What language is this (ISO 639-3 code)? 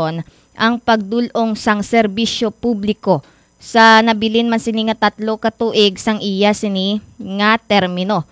hil